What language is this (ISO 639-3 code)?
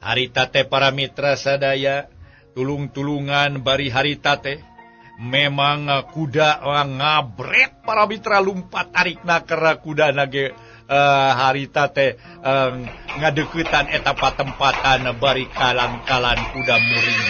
sun